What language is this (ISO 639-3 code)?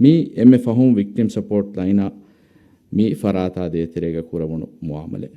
div